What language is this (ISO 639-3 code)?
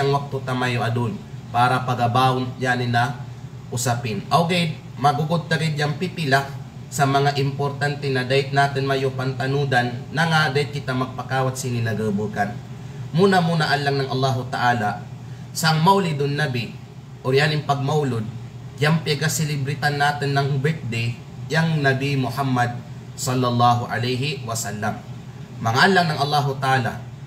kqe